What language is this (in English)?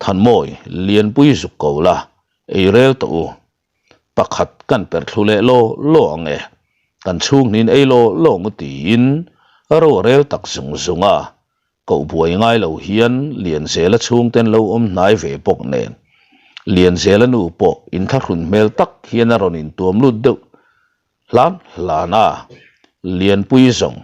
Mizo